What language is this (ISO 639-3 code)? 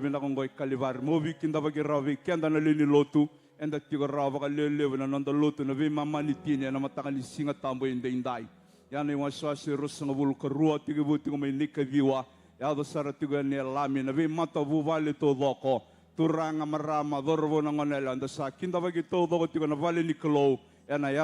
fij